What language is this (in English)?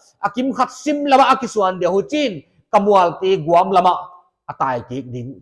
Paite Chin